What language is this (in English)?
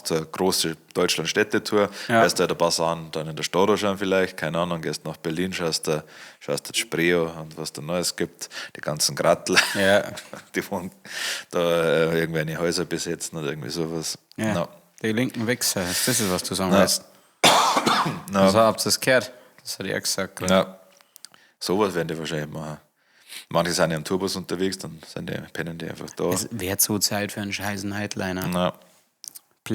Bavarian